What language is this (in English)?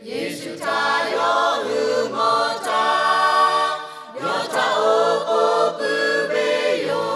Lahu